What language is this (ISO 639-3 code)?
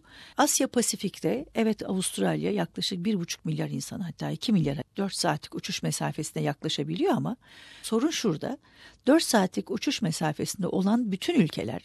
tur